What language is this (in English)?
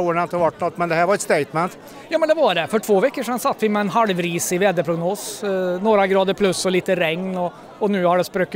Swedish